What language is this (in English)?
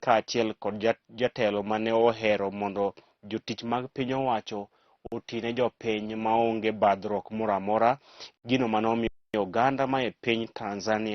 Luo (Kenya and Tanzania)